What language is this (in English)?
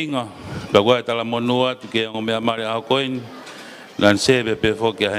Tongan